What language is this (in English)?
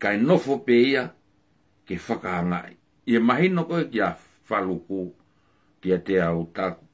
Tongan